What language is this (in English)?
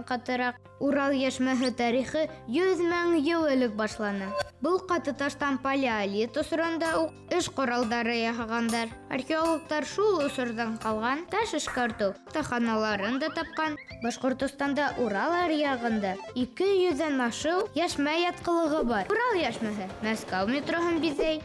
Bashkir